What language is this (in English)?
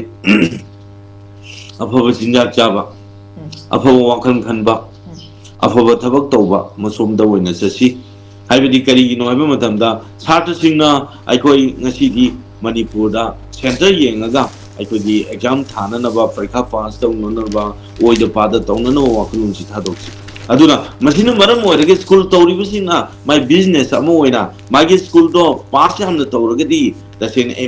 Manipuri